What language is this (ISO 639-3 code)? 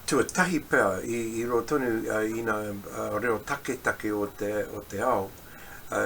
mri